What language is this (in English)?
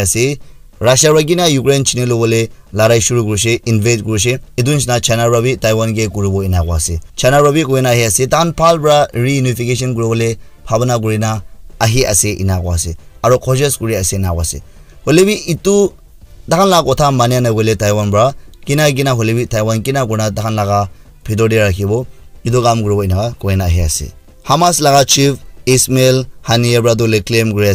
Naga Pidgin